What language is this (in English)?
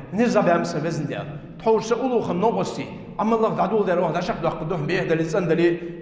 Ingush